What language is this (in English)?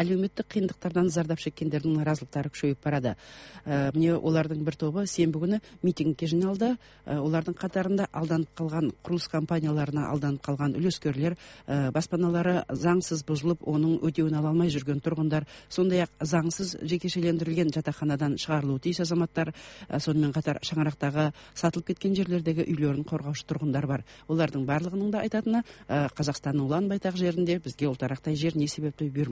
Kazakh